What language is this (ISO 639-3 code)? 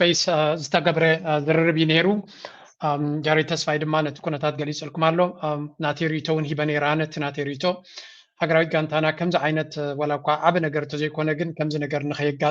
tir